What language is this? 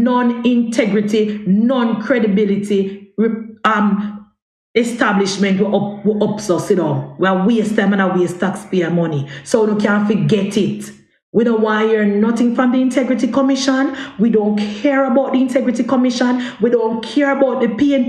Jamaican Creole English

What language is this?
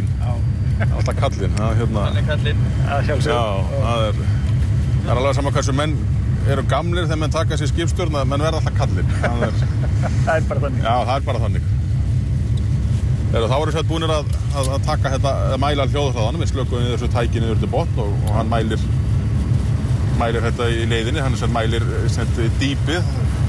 Icelandic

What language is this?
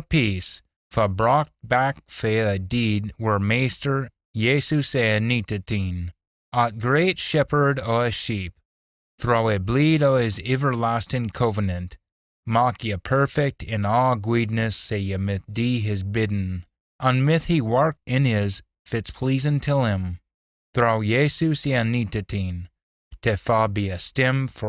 Scots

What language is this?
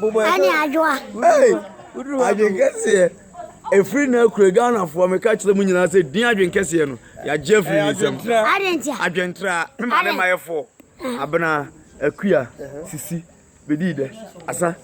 Akan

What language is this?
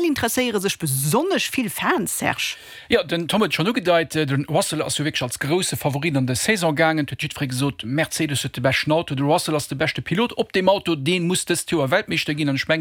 Luxembourgish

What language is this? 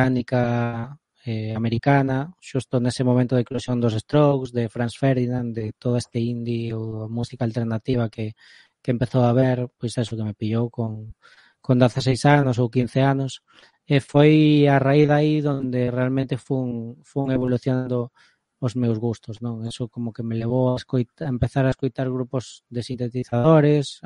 Galician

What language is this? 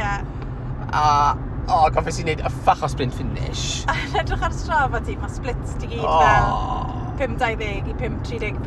Welsh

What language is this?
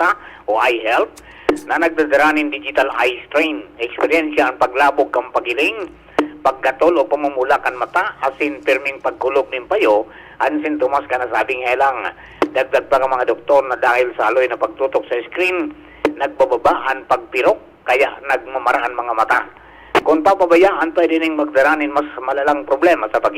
Bikol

